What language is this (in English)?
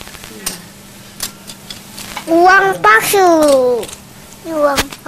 Indonesian